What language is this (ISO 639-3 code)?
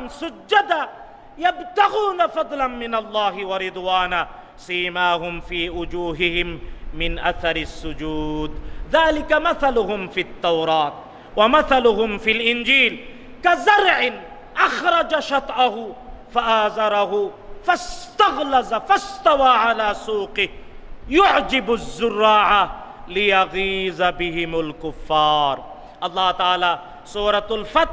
ben